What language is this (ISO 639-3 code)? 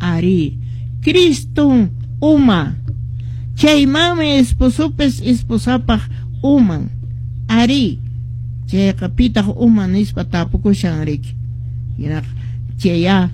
que